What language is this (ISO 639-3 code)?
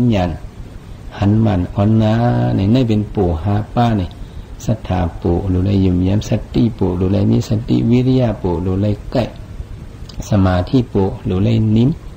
shn